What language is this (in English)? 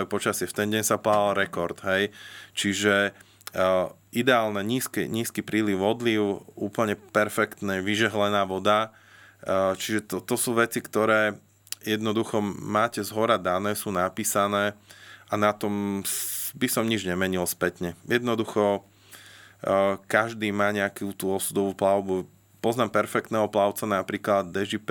Slovak